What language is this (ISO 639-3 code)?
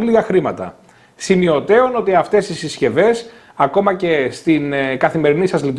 ell